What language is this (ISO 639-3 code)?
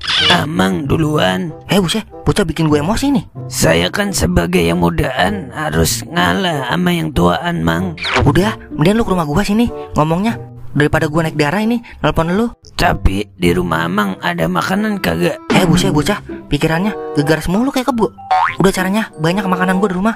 bew